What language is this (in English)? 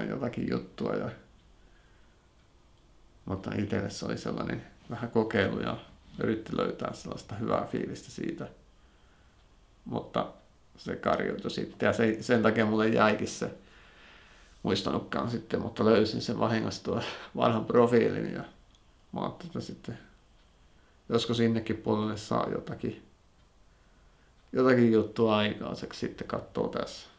Finnish